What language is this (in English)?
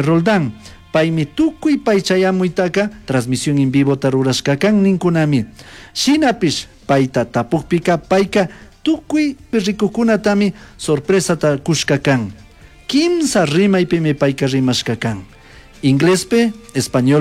Chimborazo Highland Quichua